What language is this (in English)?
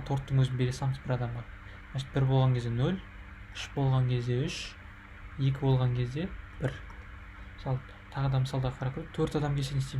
Kazakh